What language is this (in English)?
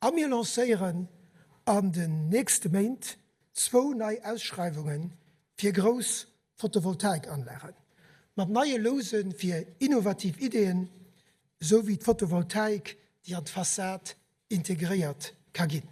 Luxembourgish